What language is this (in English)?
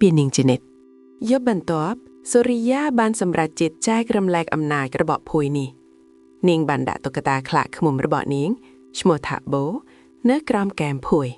Khmer